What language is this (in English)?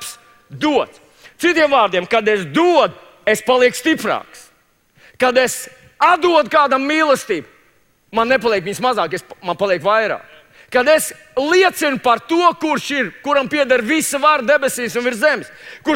Latvian